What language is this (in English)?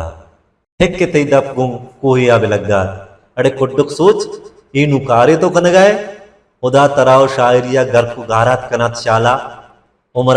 Baluchi